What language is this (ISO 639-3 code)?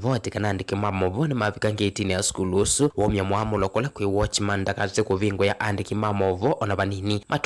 kam